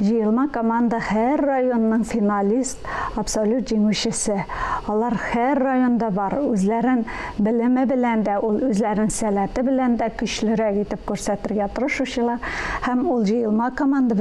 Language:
Tatar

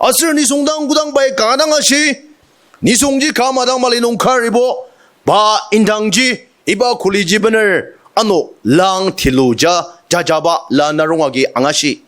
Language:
Ao Naga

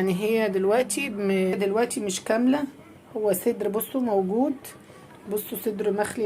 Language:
Egyptian Arabic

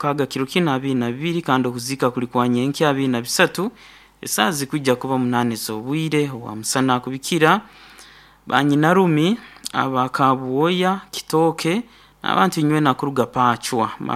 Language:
Nyankole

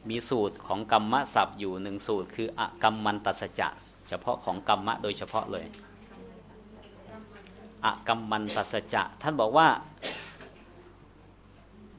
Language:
Thai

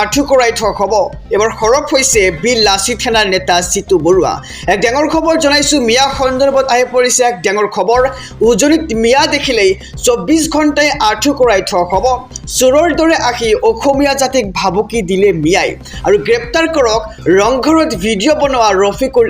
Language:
Assamese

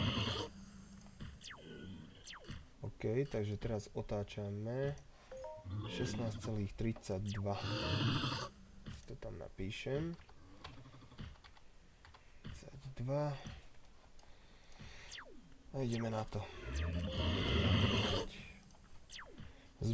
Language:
Slovak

